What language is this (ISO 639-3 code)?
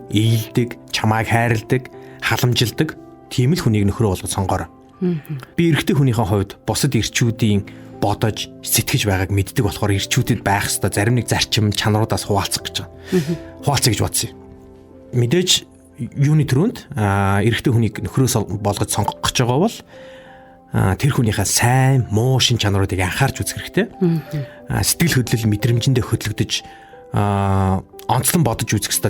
mon